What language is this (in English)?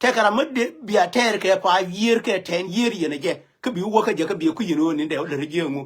Nuer